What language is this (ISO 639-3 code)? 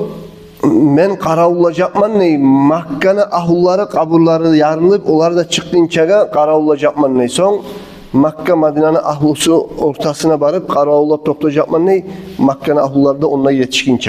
kum